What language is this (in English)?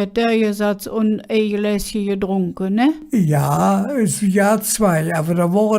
Colognian